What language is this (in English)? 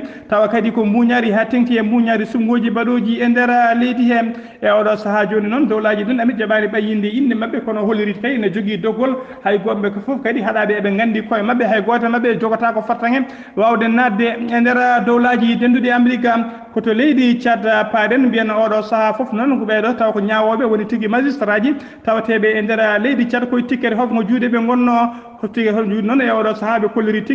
Fula